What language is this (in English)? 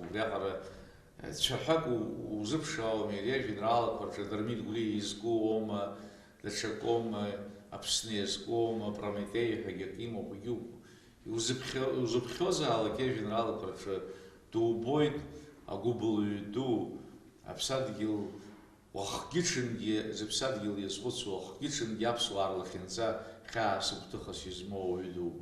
Abkhazian